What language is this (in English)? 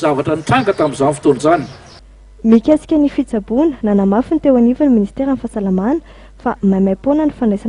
Malagasy